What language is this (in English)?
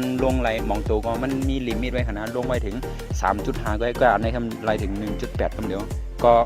Shan